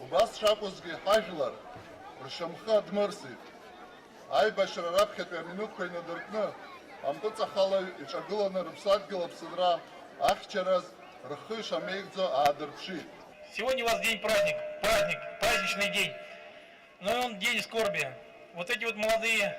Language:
Abkhazian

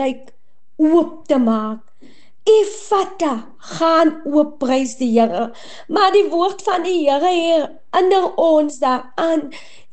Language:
Afrikaans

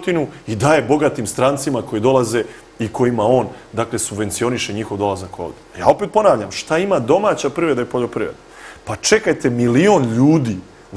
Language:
Serbian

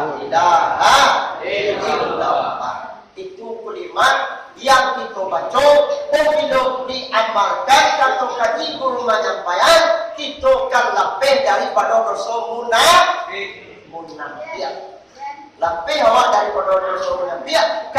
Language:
Minangkabau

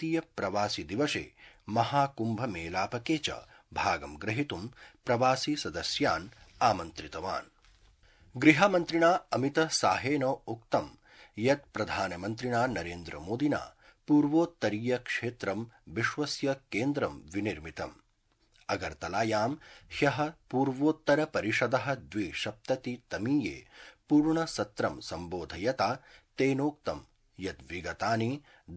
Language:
Sanskrit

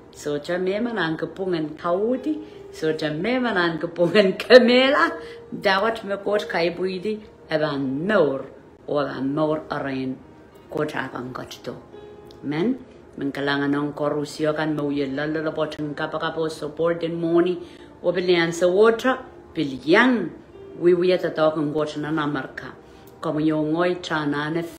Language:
Pohnpeian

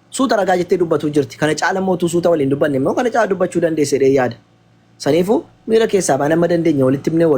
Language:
Oromo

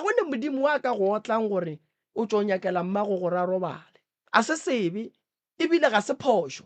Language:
Northern Sotho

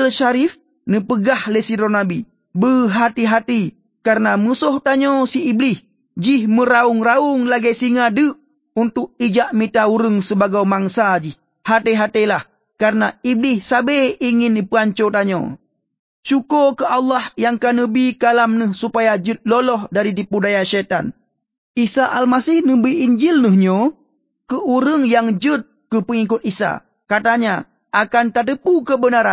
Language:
Achinese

